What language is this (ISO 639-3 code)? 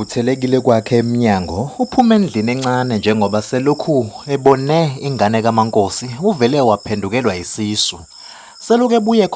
zul